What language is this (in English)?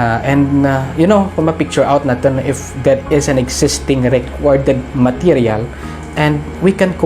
Kinaray-a